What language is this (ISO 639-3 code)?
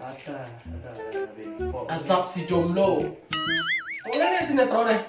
ban